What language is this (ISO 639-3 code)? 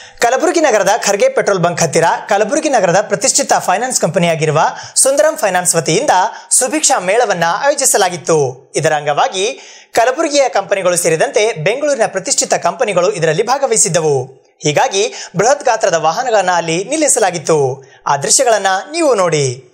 kan